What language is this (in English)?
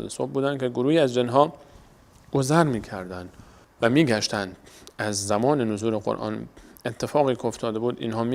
Persian